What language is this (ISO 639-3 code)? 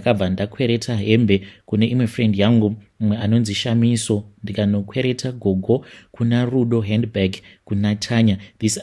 sna